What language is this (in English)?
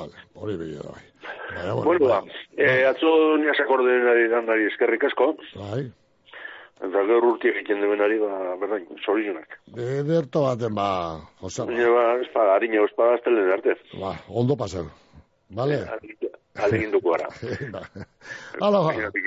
Basque